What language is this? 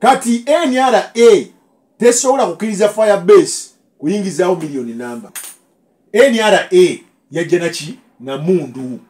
Ganda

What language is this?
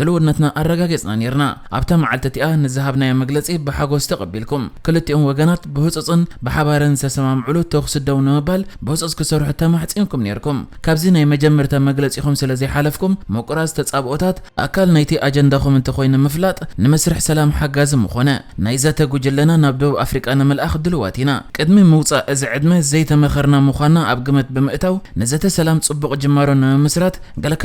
Tigrinya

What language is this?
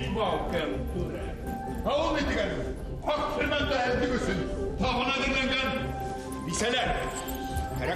Bashkir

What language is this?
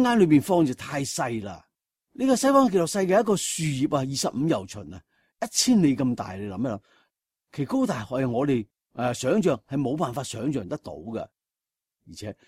Cantonese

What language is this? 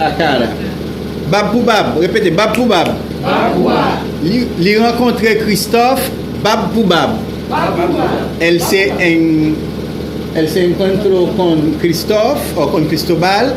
Haitian Creole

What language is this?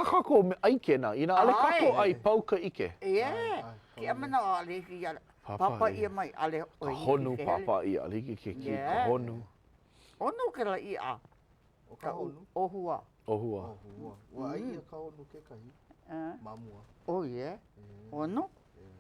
Hawaiian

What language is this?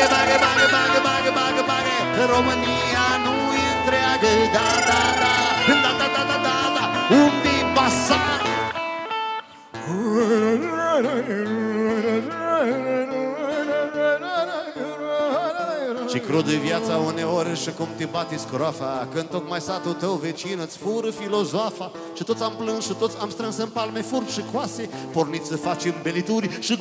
Romanian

